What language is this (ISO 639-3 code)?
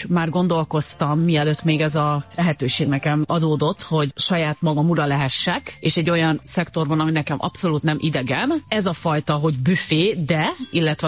hun